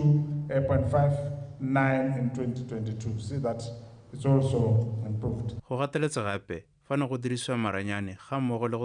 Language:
Tswana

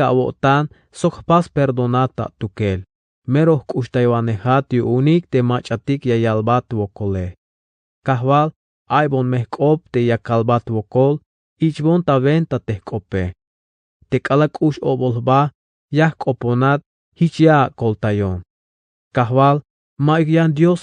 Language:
Tzeltal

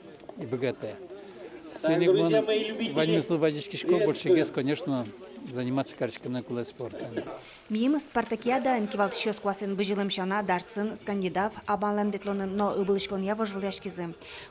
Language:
Udmurt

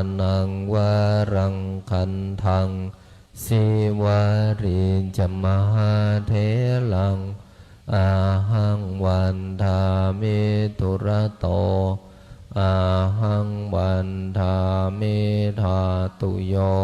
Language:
Pali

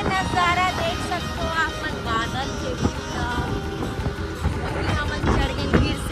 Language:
Chhattisgarhi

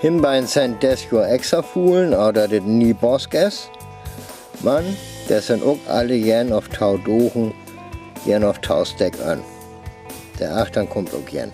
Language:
Northern Frisian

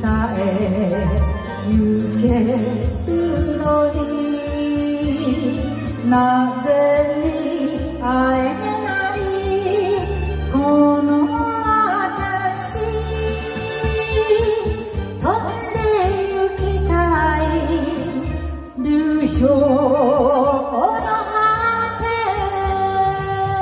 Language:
Japanese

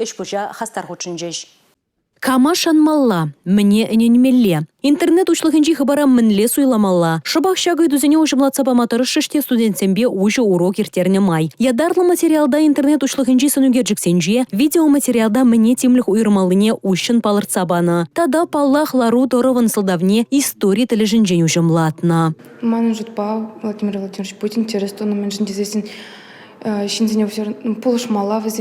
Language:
Chuvash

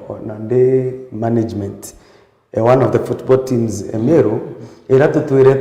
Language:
Meru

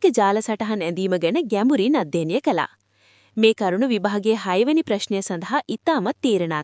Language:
Sinhala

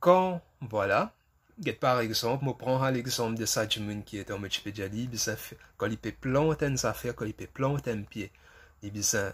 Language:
Morisyen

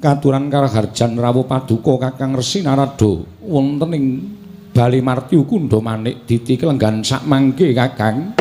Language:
Javanese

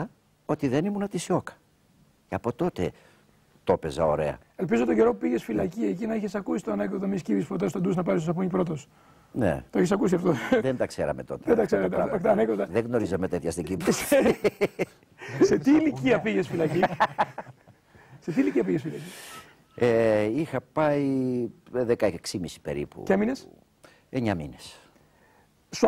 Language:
Greek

